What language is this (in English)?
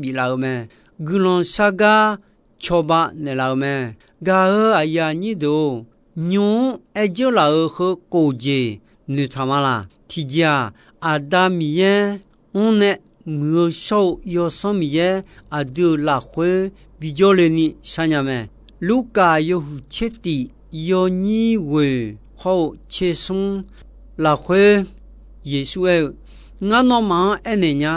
Akha